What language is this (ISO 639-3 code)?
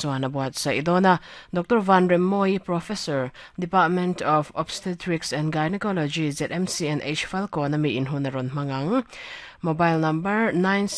lus